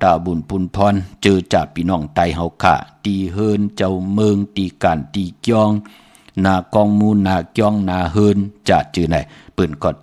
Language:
Shan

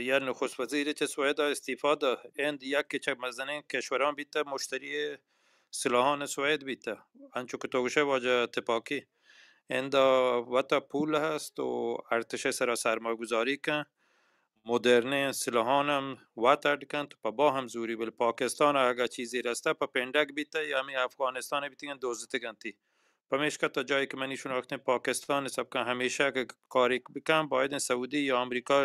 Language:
Baluchi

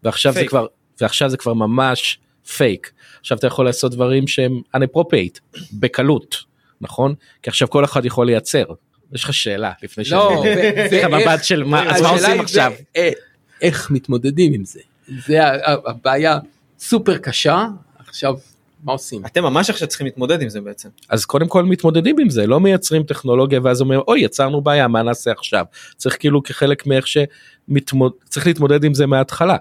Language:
Hebrew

